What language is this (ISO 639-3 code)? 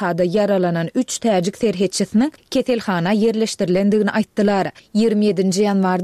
tuk